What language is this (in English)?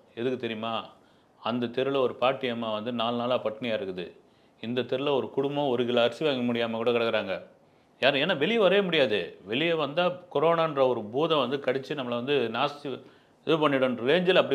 Tamil